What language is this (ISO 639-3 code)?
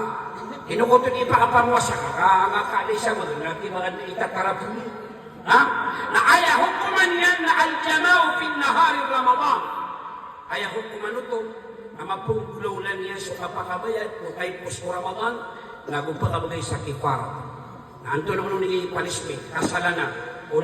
mrw